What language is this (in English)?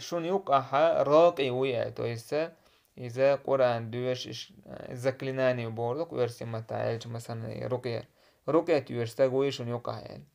Chechen